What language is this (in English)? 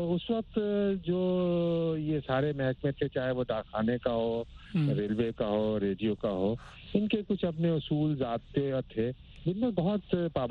Urdu